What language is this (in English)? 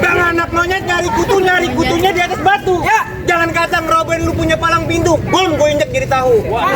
Betawi